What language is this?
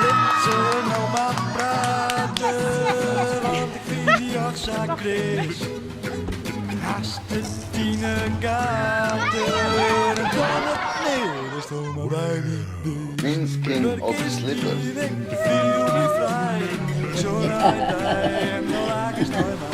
Western Frisian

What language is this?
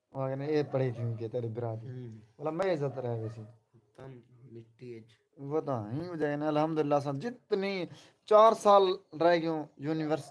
Saraiki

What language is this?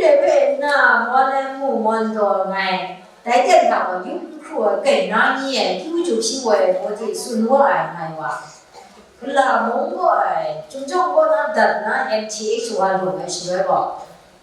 Kachin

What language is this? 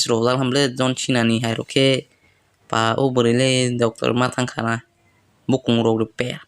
Kok Borok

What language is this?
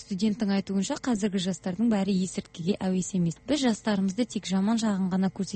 Kazakh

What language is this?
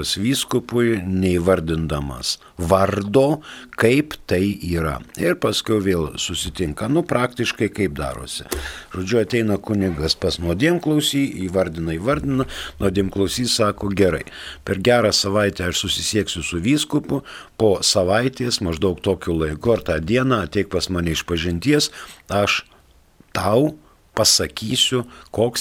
Lithuanian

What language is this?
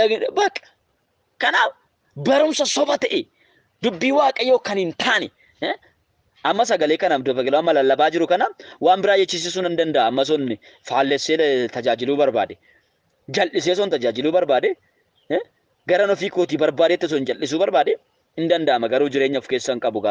Oromo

